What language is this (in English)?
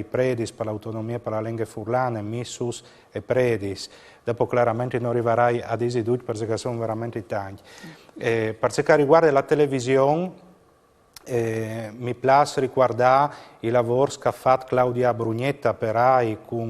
Friulian